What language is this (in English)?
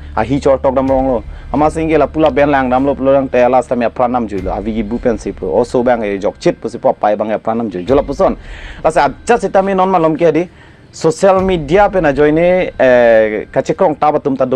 Karbi